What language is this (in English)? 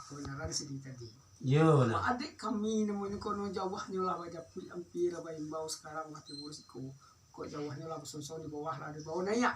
Minangkabau